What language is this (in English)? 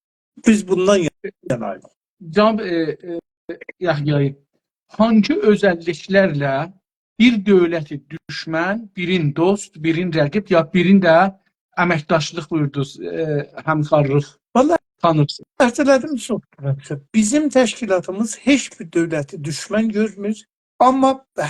South Azerbaijani